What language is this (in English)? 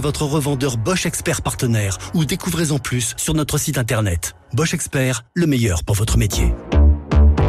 French